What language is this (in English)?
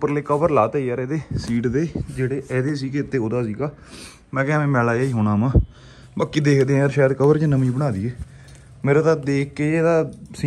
Punjabi